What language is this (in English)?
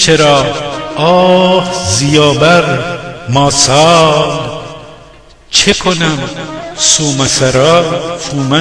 Gilaki